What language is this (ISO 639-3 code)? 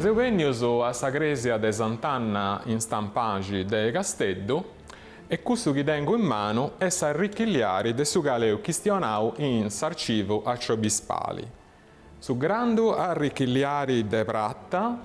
srd